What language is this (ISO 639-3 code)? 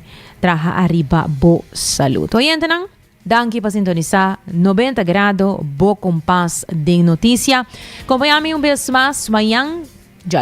pap